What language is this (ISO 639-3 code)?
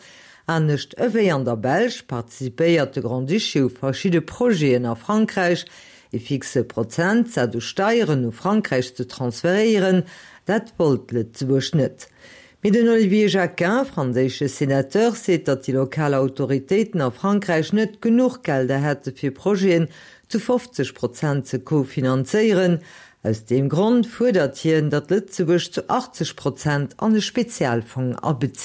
ltz